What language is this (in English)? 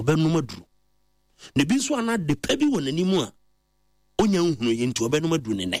Akan